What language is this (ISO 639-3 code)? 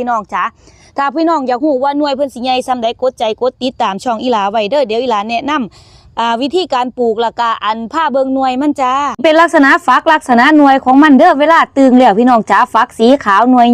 lao